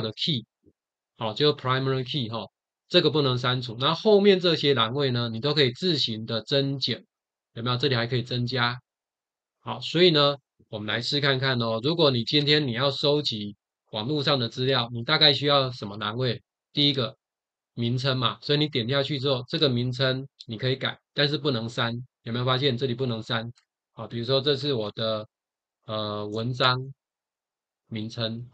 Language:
Chinese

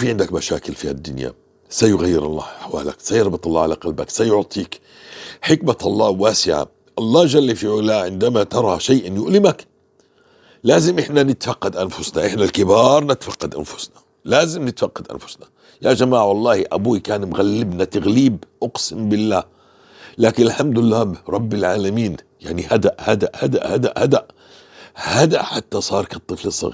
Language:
North Levantine Arabic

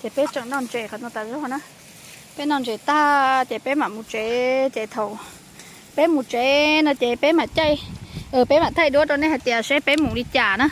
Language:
Hmong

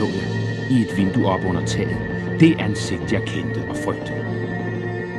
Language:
Danish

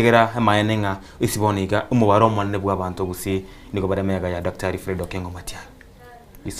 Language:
Gusii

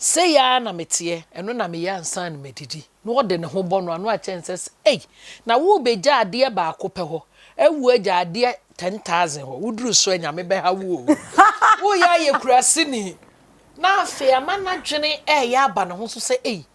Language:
Akan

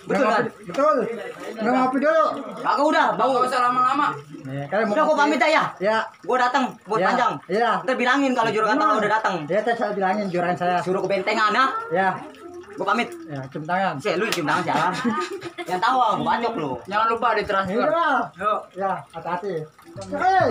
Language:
Betawi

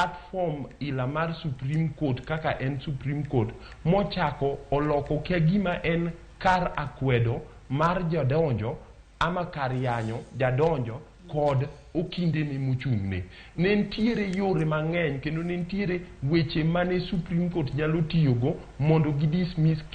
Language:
Luo (Kenya and Tanzania)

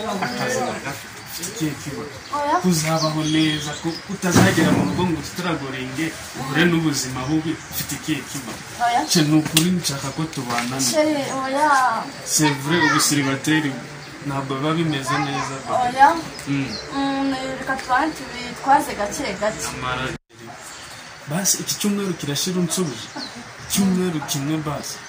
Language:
Kinyarwanda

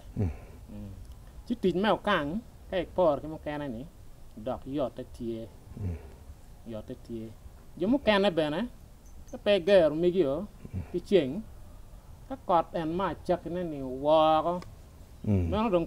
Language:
Acoli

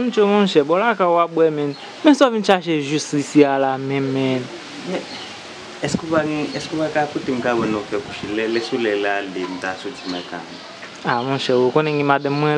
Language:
Haitian Creole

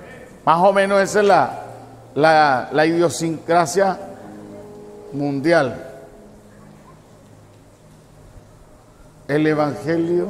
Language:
Spanish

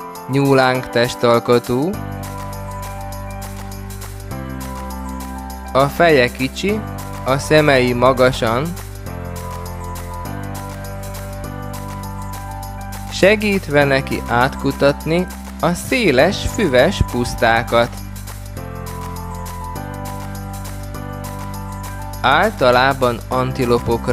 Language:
Hungarian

